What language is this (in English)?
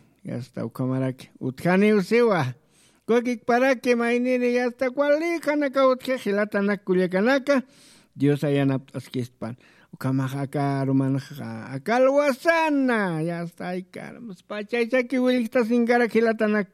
Aymara